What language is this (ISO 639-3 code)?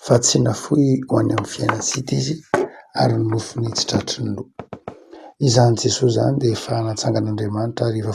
mlg